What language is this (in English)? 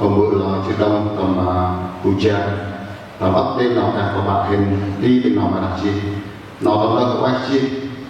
Central Mnong